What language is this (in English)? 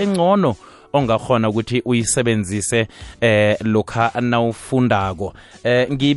South Ndebele